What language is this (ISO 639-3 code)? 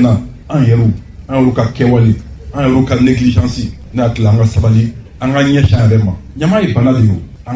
bam